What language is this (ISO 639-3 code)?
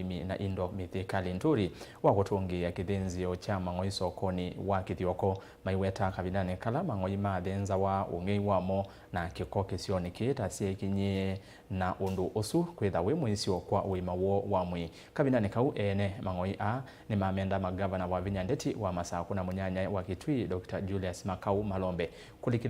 kam